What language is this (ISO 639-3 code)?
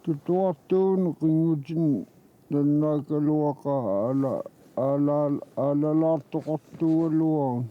kal